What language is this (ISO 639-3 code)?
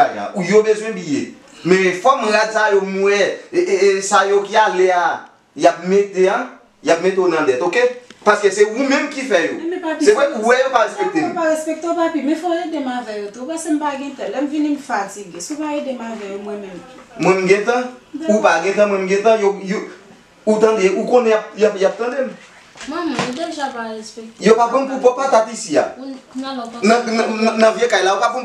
hat